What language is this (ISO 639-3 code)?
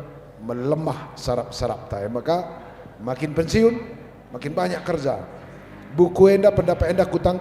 btx